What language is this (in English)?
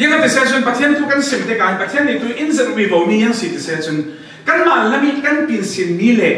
Falam Chin